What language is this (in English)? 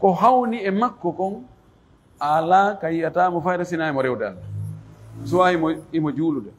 Fula